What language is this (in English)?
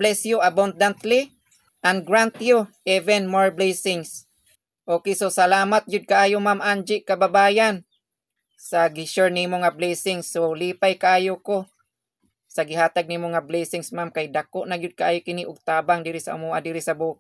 Cebuano